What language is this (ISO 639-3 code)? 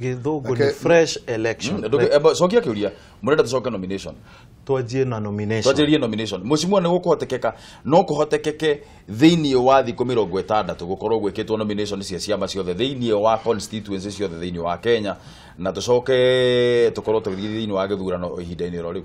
kik